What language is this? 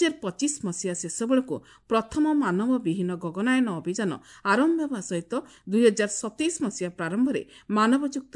Odia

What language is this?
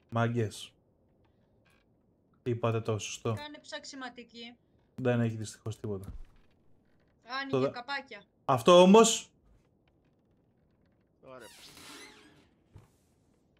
Greek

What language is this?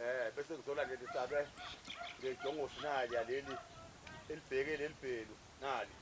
Zulu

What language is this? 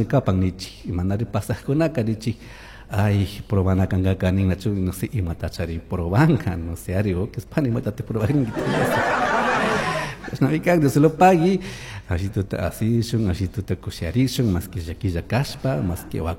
Chimborazo Highland Quichua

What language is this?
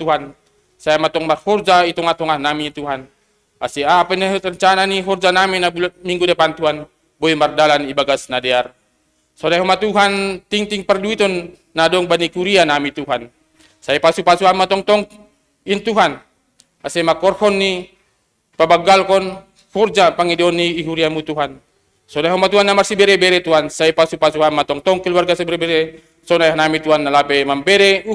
Batak Simalungun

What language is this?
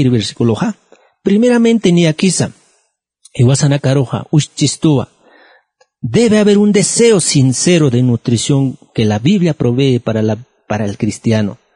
Aymara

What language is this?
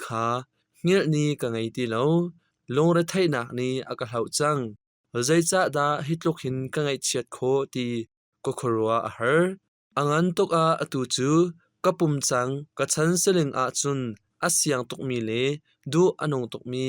Hakha Chin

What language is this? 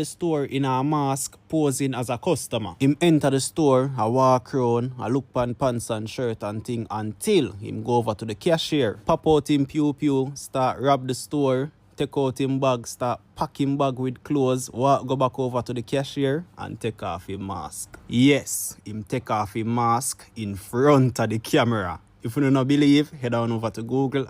Jamaican Creole English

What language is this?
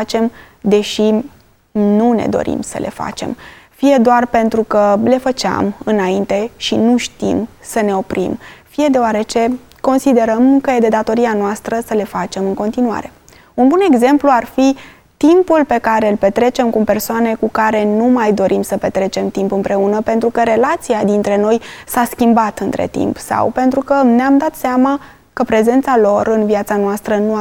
Romanian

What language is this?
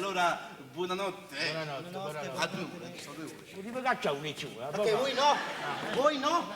Neapolitan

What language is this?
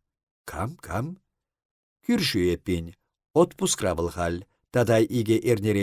Chuvash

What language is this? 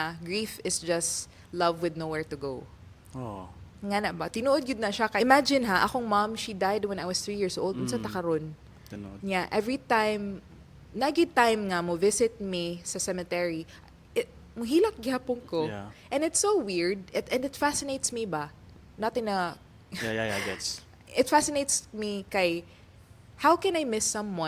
Cebuano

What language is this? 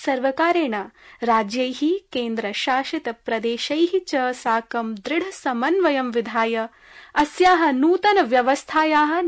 Sanskrit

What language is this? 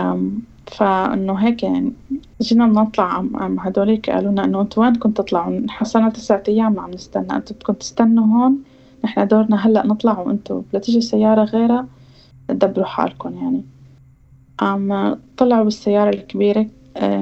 North Levantine Arabic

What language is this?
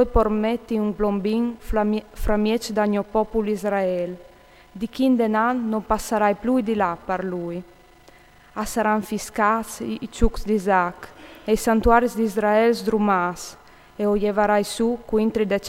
Friulian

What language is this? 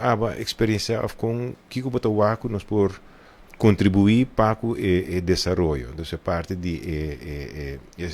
Papiamento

